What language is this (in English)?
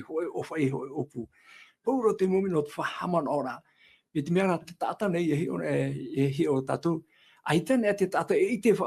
Tahitian